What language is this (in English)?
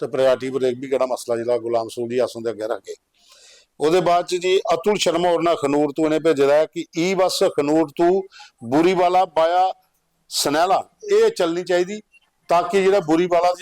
Dogri